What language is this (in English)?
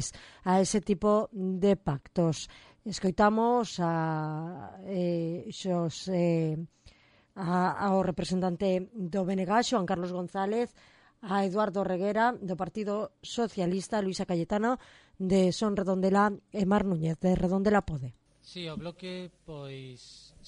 Galician